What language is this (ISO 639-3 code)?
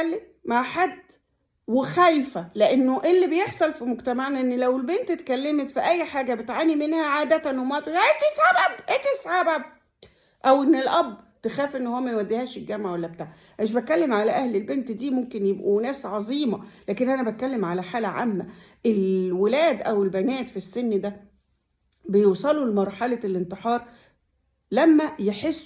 arz